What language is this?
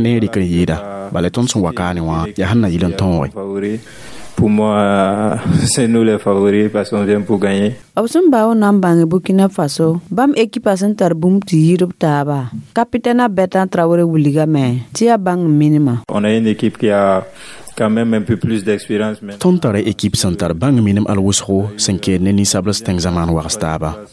Mossi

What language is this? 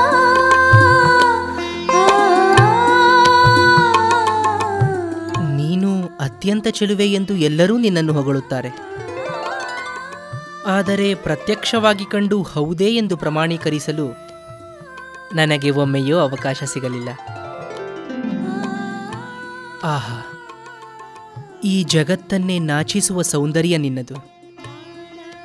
Kannada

